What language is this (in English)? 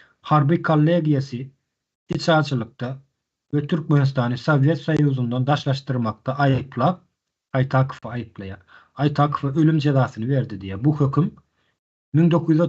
Turkmen